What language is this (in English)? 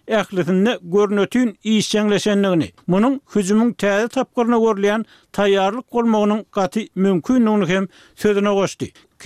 Turkmen